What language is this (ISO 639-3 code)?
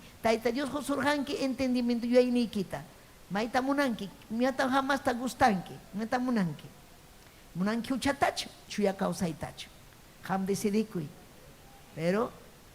quy